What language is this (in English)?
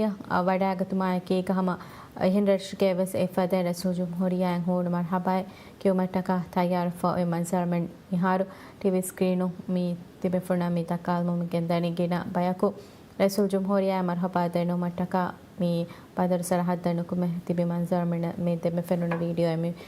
Divehi